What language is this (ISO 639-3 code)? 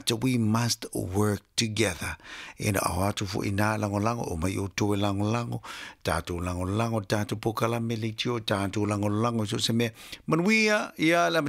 smo